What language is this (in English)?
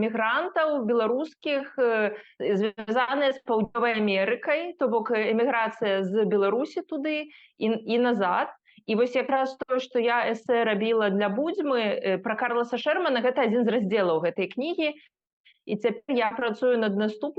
Belarusian